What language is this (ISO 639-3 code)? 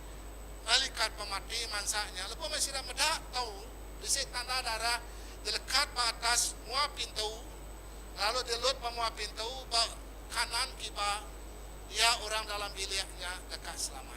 iba